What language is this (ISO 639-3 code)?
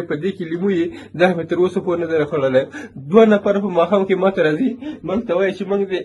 pus